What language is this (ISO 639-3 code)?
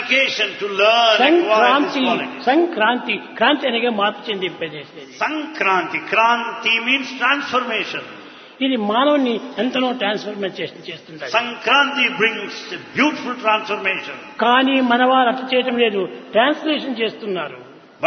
tel